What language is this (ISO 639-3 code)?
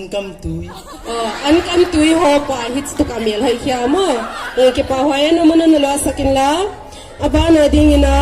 pck